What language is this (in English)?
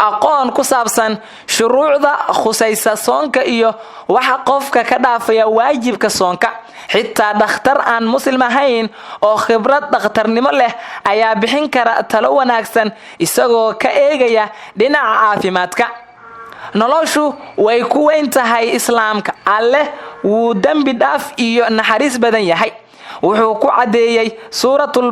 Somali